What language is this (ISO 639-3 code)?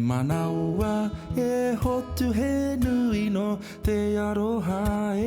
mri